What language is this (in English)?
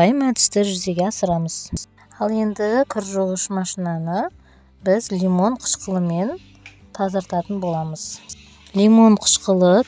Kazakh